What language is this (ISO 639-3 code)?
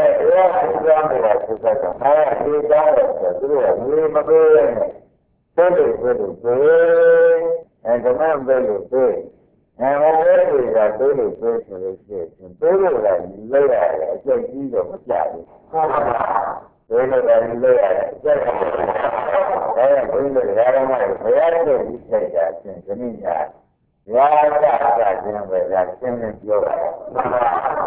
mya